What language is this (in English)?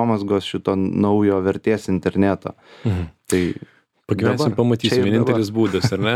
Lithuanian